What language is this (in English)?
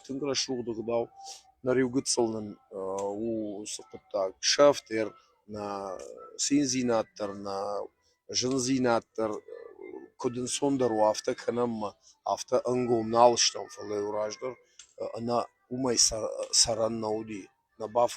Ossetic